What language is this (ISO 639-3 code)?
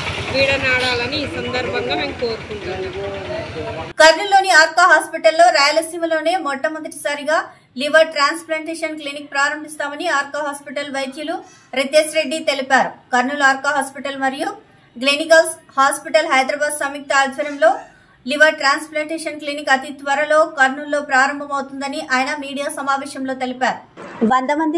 tel